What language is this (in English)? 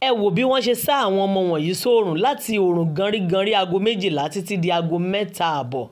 Yoruba